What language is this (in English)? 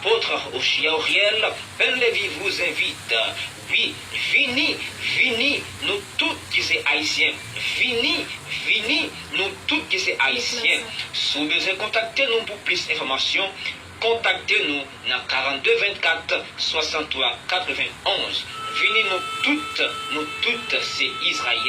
Haitian Creole